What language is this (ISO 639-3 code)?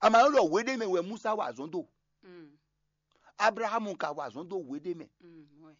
fon